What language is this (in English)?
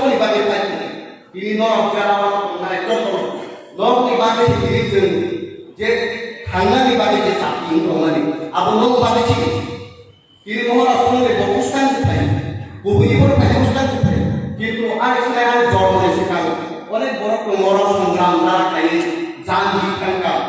Kok Borok